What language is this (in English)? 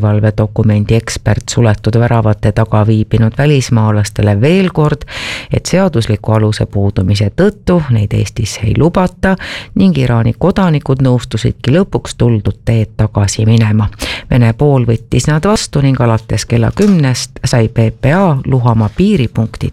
Estonian